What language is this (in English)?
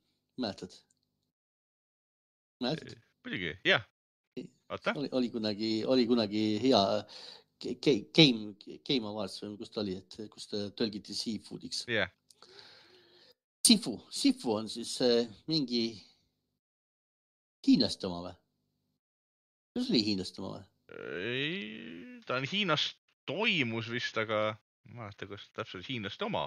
Estonian